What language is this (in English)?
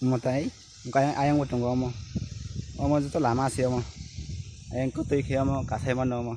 Kok Borok